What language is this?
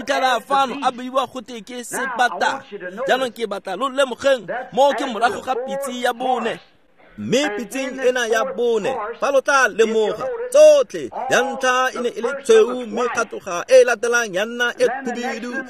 Tswana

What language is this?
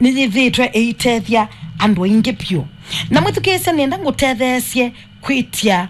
Kamba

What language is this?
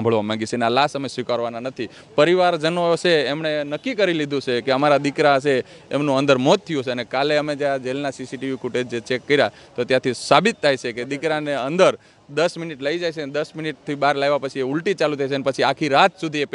Gujarati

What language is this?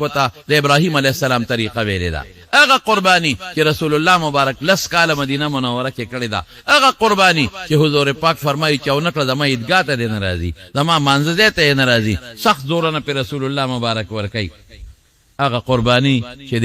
Pashto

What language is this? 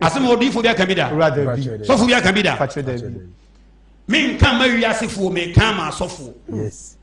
Akan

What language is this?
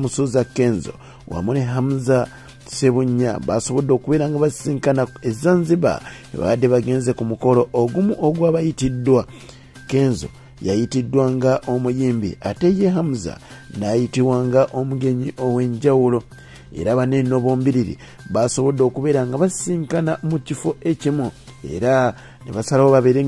Ganda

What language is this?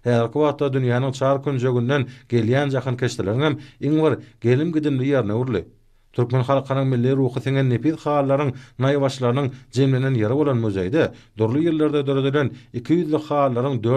Turkmen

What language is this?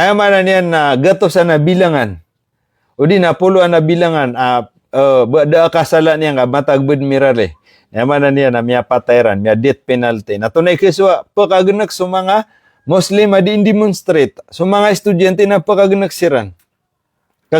Maranao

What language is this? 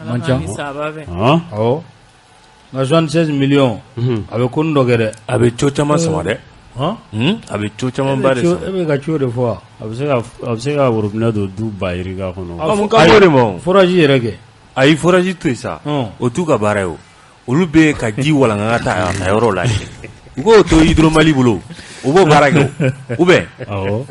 Bambara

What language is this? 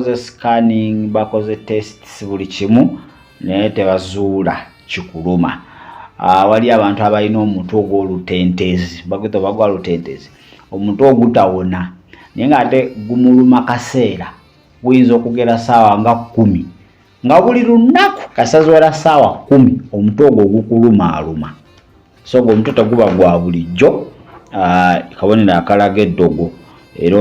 Ganda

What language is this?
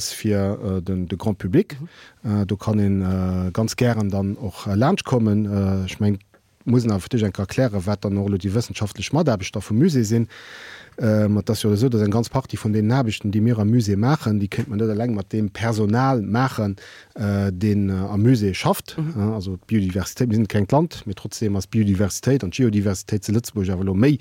Luxembourgish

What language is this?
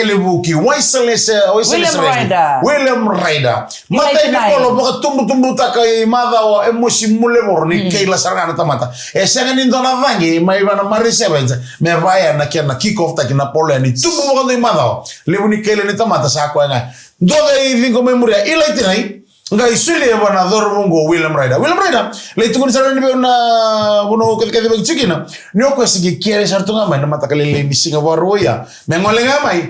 Fijian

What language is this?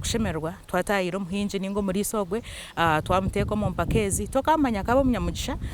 Nyankole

